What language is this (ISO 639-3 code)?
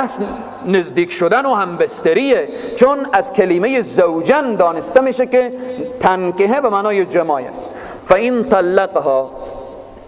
fas